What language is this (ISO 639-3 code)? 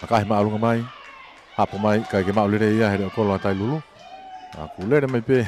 ton